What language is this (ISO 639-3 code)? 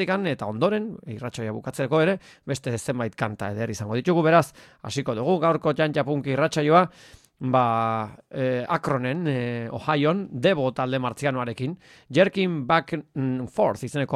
eus